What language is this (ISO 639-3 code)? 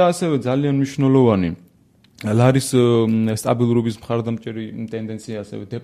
kat